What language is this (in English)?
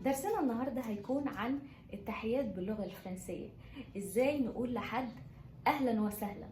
Egyptian Arabic